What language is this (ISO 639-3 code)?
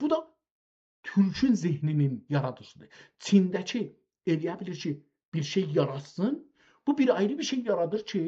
azb